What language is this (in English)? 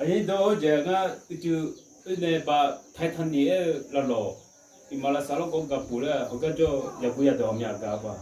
Akha